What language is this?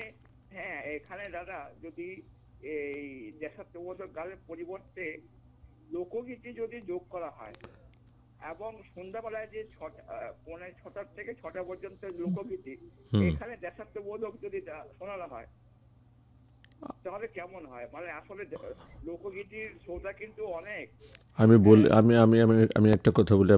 Bangla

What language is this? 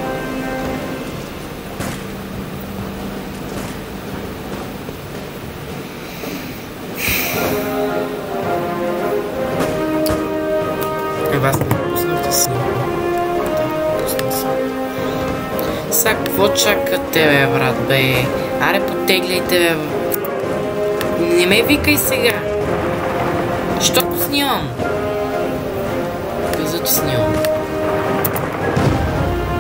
Bulgarian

